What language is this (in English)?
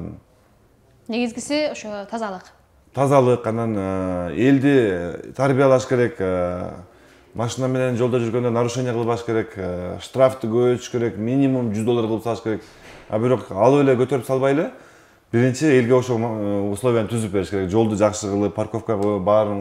Kyrgyz